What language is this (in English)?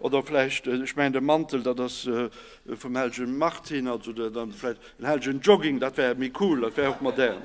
Luxembourgish